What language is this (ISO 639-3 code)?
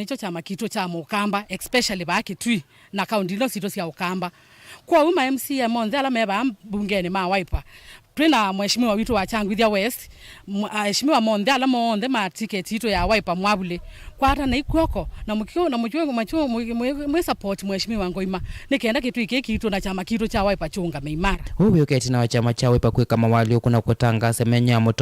kam